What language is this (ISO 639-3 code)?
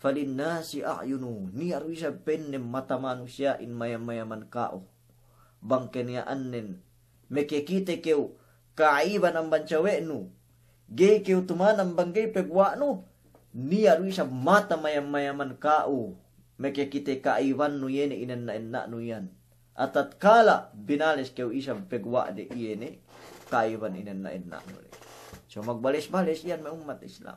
yka